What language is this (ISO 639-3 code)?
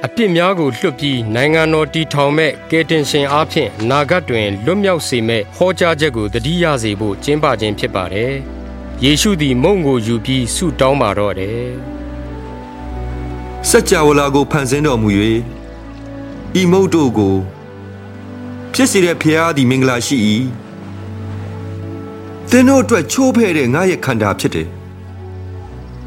mya